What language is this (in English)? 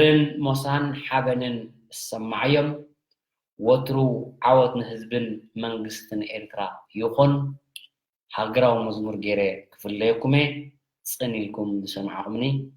Tigrinya